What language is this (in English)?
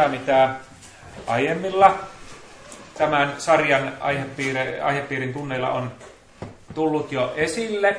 Finnish